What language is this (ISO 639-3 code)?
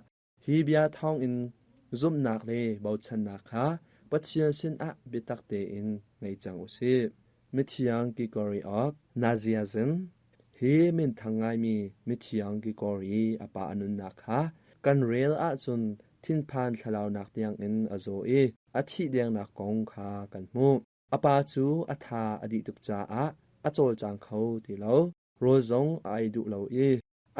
cnh